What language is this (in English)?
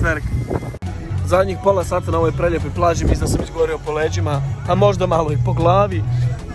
Croatian